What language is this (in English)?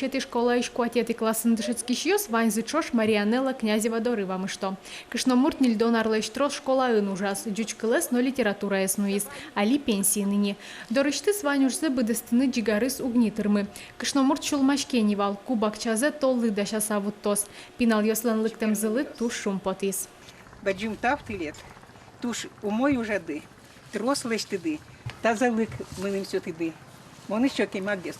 Udmurt